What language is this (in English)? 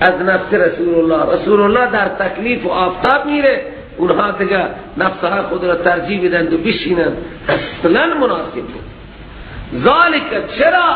Persian